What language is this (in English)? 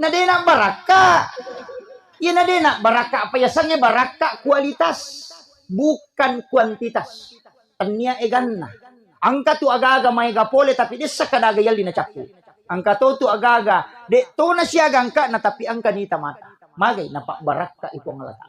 Buginese